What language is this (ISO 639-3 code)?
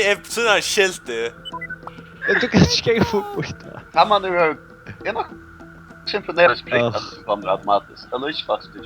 fao